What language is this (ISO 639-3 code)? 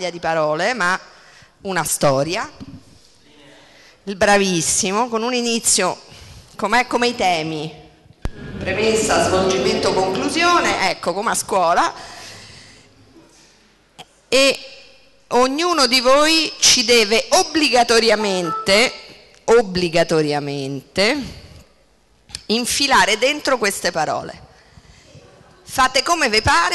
ita